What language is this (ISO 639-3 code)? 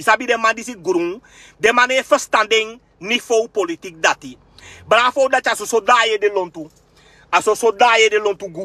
srn